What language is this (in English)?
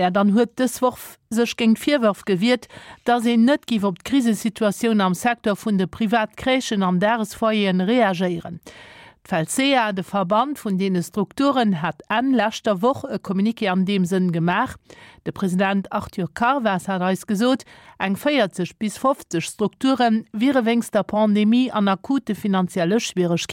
Luxembourgish